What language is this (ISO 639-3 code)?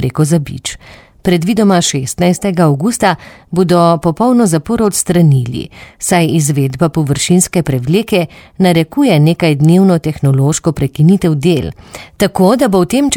slv